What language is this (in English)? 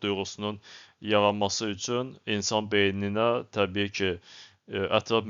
Azerbaijani